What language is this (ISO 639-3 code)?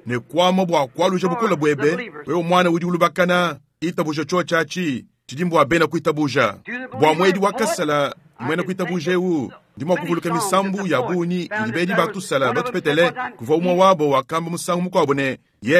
lua